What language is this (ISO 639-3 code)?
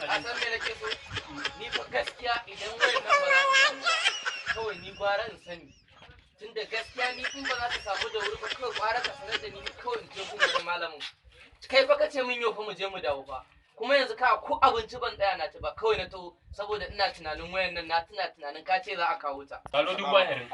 hau